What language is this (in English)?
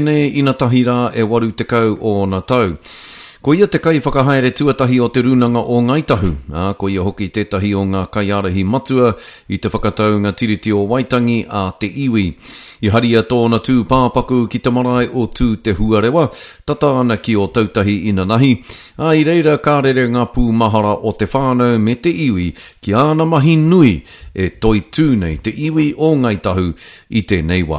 Māori